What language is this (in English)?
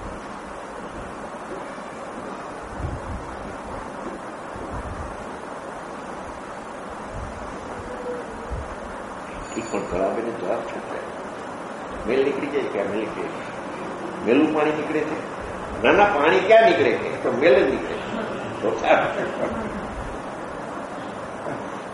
Gujarati